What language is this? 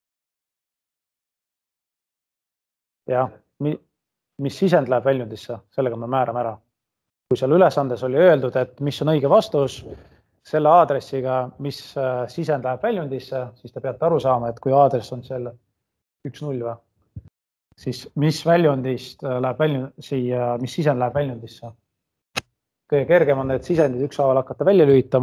Estonian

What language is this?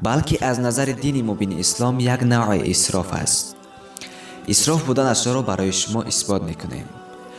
Tajik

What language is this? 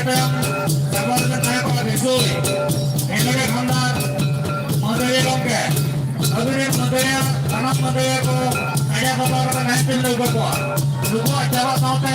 Santali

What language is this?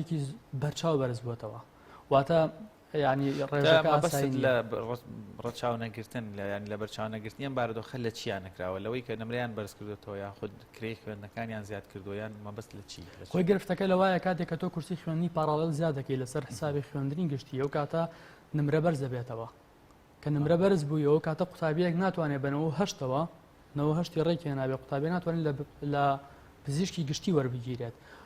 Central Kurdish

